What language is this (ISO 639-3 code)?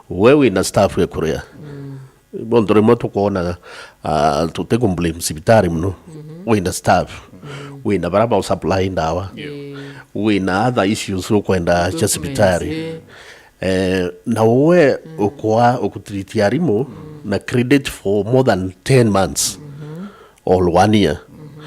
mer